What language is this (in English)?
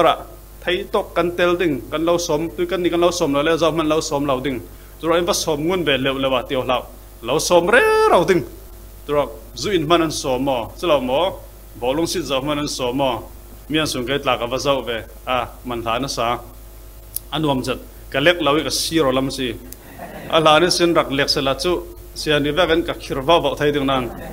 Falam Chin